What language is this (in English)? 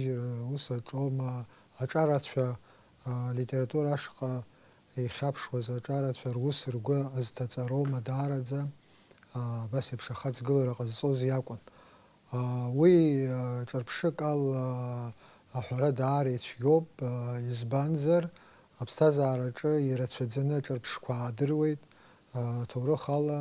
Abkhazian